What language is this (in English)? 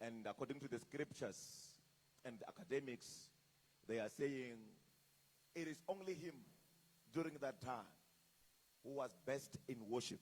Venda